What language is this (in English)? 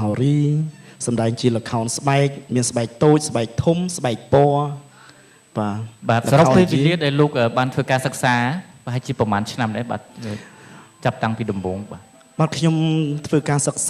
Khmer